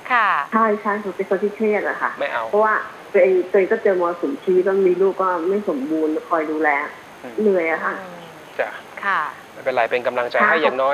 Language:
Thai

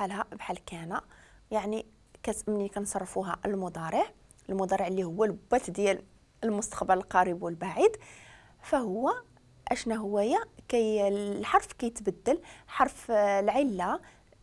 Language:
Moroccan Arabic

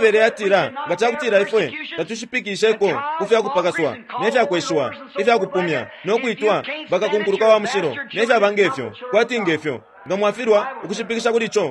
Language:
Bemba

